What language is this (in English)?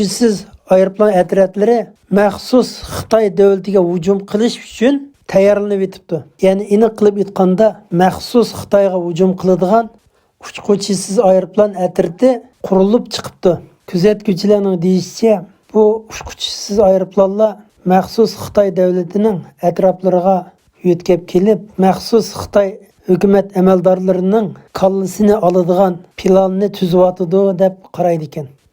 Uyghur